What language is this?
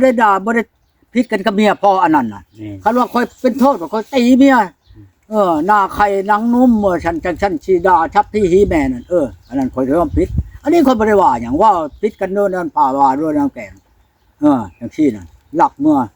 Lao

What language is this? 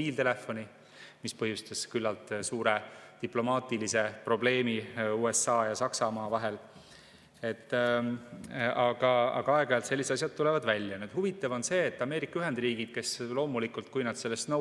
Estonian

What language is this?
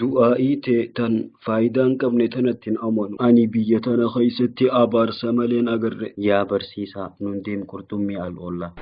Oromo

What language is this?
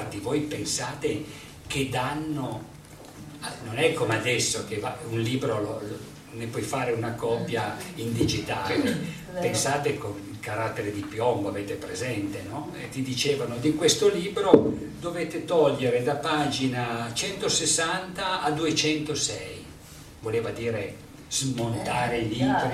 Italian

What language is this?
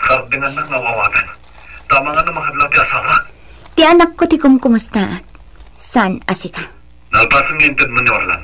Iloko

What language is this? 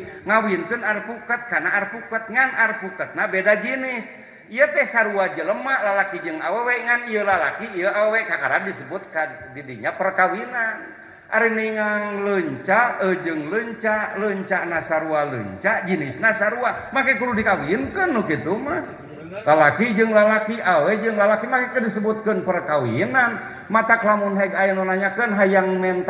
Sundanese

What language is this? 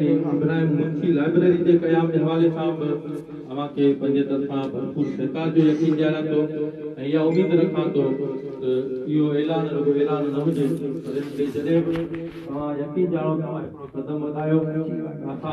Sindhi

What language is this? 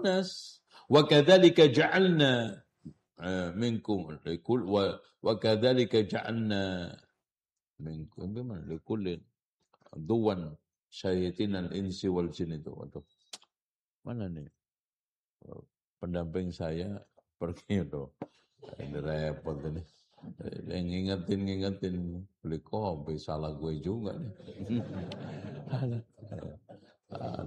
Indonesian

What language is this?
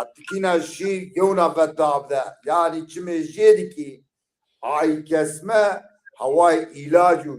Zaza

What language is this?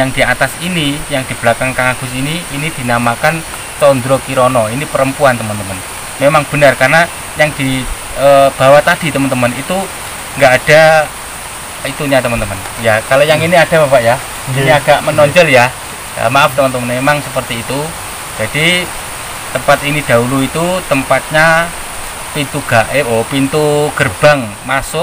Indonesian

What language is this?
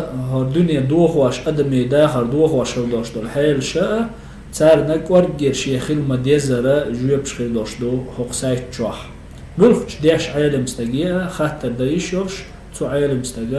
Chechen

